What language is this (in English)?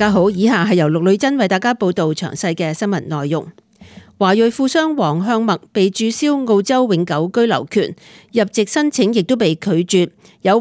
Cantonese